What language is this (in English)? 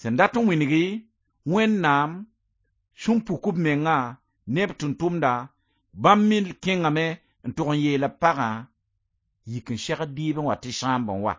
Mossi